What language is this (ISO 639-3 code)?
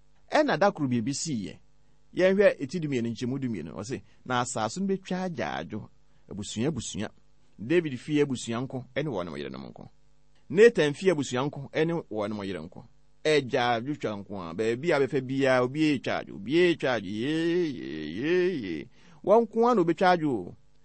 aka